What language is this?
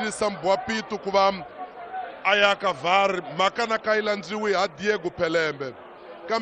Tsonga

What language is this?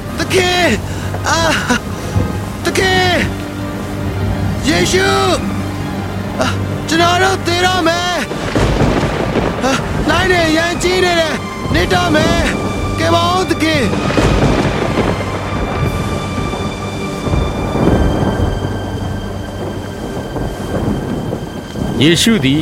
Burmese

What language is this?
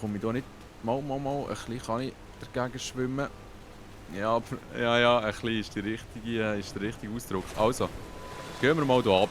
Swiss German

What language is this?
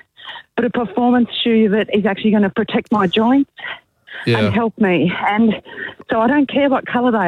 English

